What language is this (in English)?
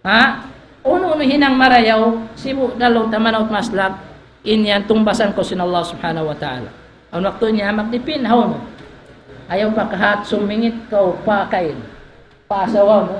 Tausug